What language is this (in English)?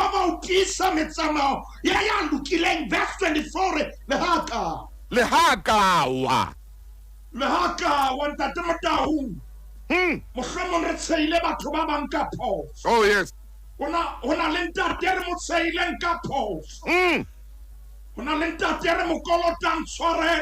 Southern Sotho